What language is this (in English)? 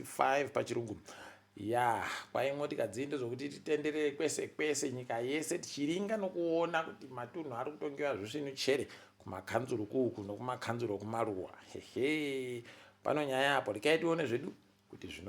Ndau